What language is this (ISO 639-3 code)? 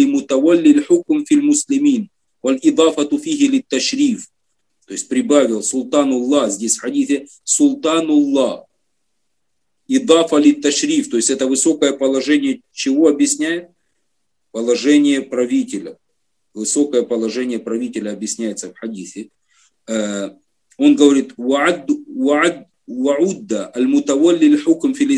rus